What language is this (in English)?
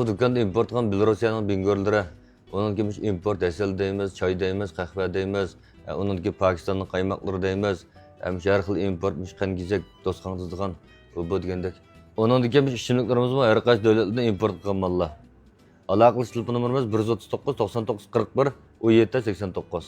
Uyghur